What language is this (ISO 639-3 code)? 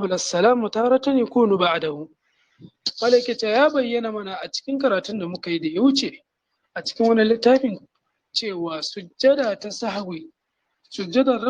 hau